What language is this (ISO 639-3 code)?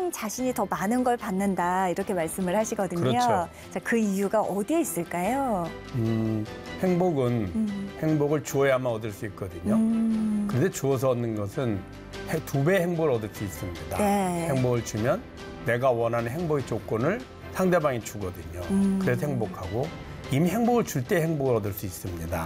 kor